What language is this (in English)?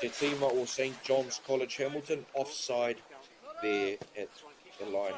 Māori